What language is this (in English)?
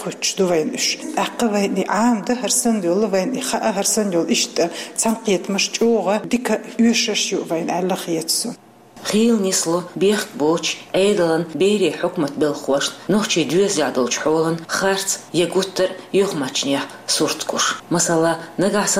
Chechen